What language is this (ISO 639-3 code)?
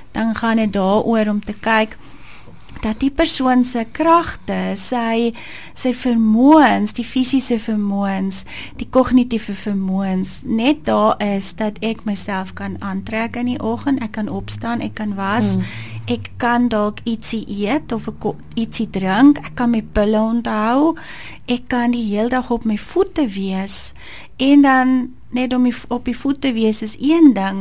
afr